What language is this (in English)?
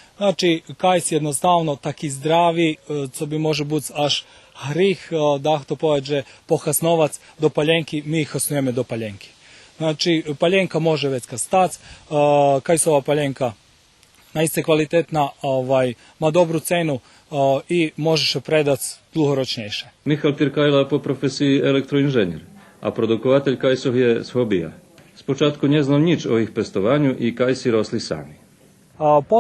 Rusyn